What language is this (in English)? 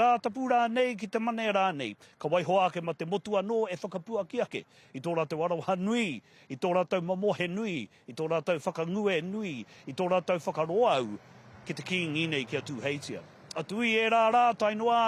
Māori